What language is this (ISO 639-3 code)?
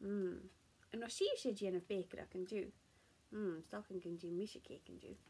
gla